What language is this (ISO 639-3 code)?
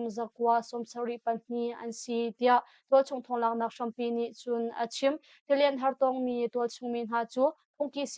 cnh